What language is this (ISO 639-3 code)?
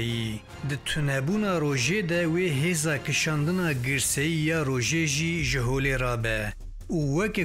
kur